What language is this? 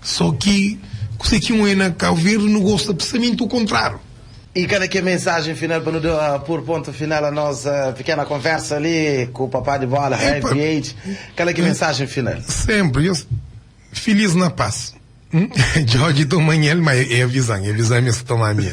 Kabuverdianu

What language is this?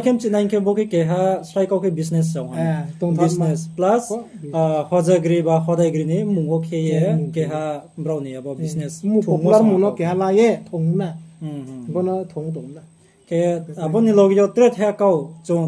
Riang (India)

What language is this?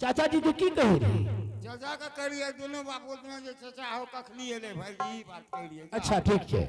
Angika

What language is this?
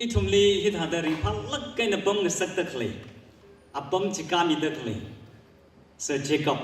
Tangkhul Naga (India)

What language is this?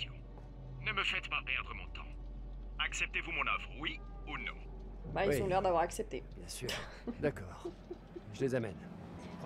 French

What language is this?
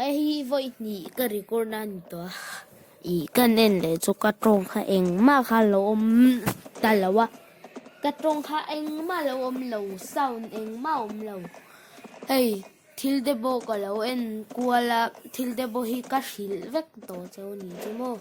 Mizo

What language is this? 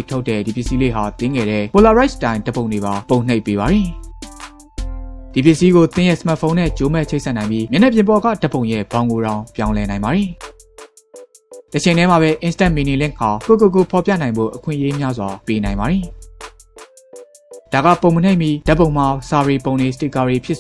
Burmese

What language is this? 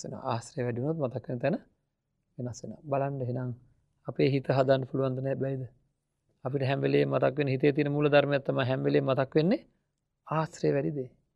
Sinhala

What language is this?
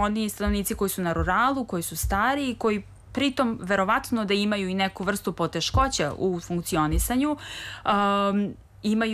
Serbian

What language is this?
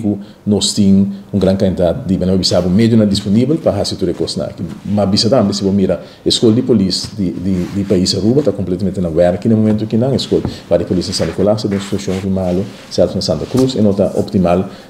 Papiamento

